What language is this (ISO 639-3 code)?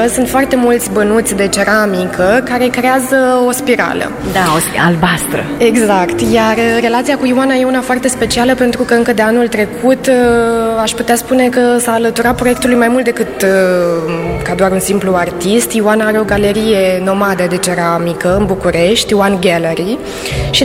ron